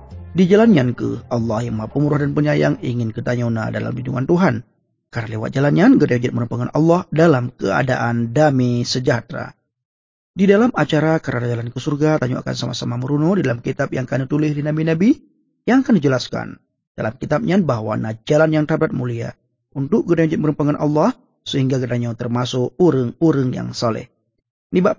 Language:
Achinese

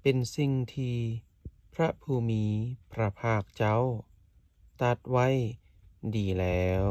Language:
Lao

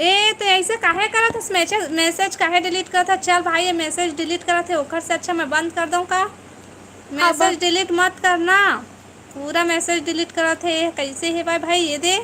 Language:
Chhattisgarhi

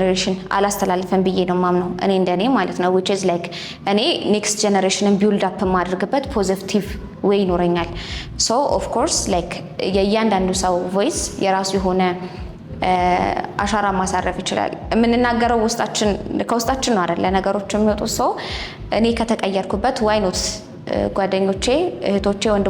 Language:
Amharic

